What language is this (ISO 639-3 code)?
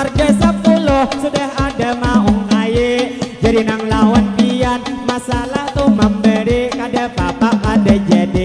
bjn